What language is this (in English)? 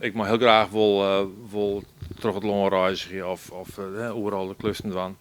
Western Frisian